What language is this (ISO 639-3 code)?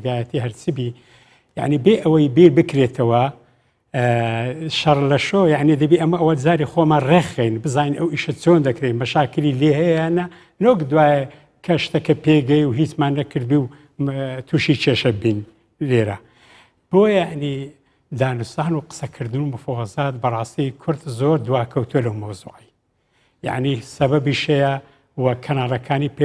ckb